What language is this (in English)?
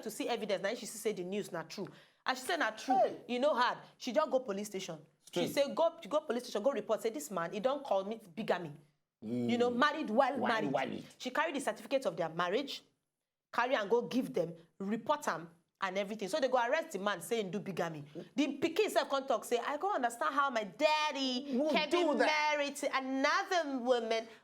Nigerian Pidgin